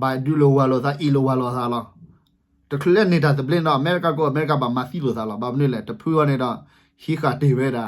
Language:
S'gaw Karen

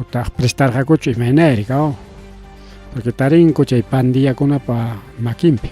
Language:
Ayacucho Quechua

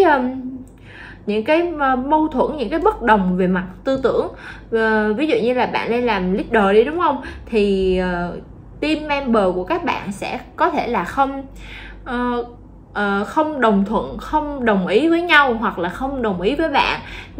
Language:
Vietnamese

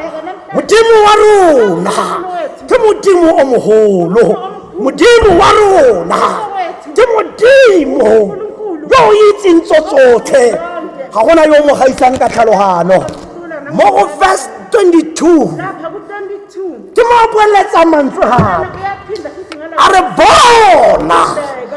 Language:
Tswana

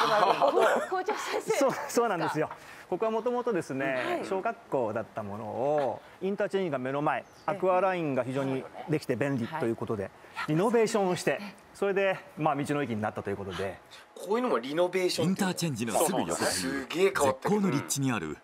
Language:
Japanese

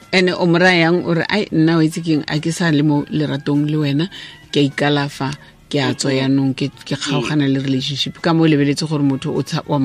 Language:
Tswana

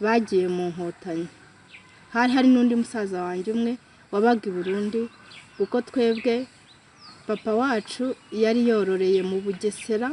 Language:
Kinyarwanda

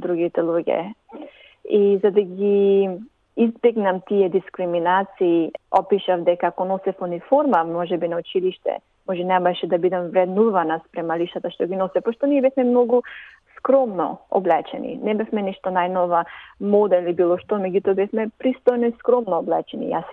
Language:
Macedonian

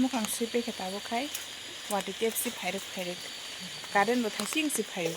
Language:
Kok Borok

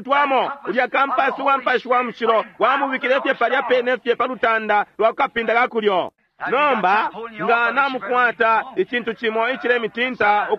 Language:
Bemba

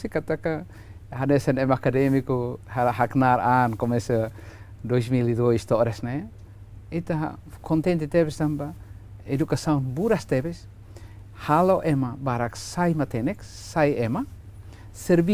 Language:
Tetum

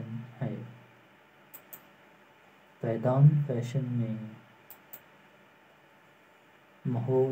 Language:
Urdu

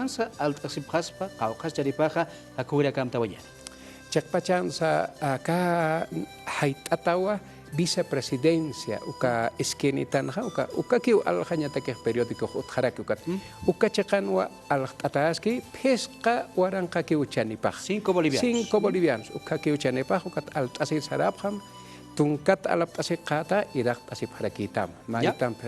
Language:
Aymara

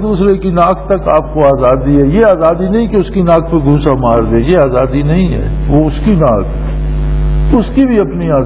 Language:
Urdu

